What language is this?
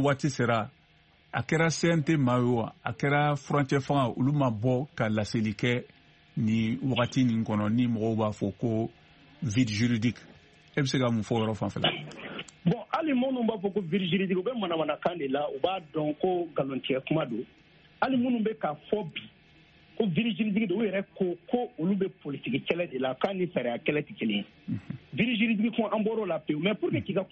Bambara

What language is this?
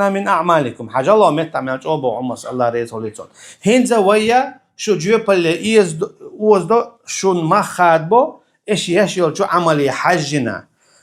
Chechen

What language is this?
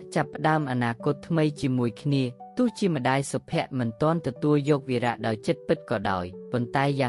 Khmer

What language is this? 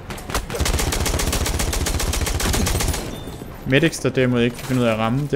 Danish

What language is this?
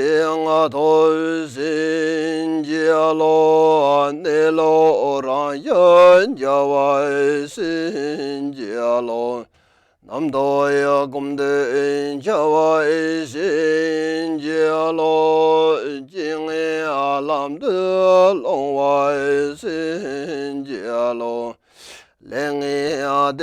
Tibetan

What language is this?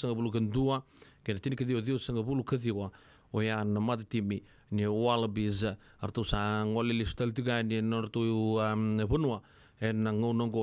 Fijian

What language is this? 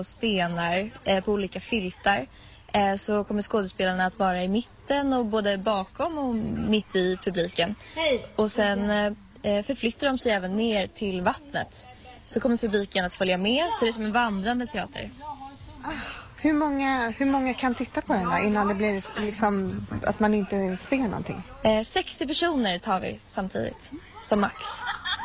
Swedish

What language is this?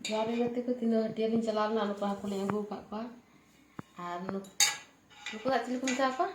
Santali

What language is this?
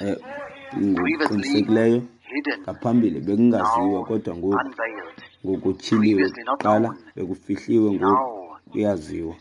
Xhosa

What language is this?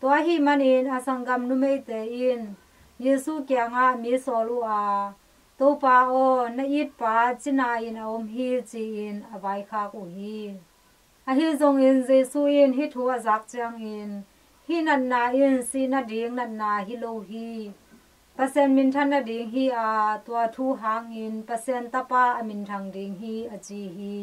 Tedim Chin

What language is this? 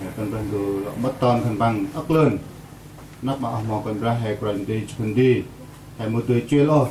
Central Mnong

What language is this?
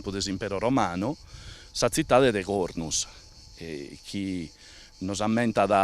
Sardinian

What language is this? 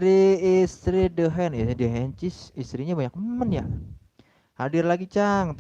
Betawi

